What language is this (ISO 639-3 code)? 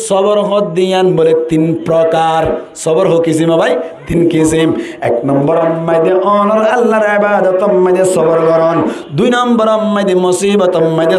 rhg